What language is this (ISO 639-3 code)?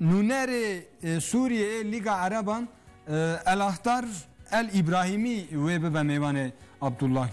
kur